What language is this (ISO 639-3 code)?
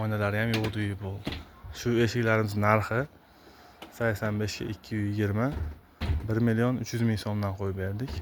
uzb